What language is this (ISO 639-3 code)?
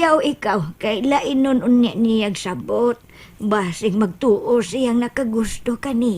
ceb